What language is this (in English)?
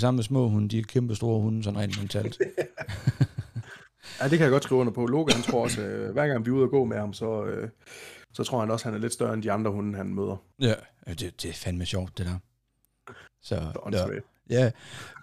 Danish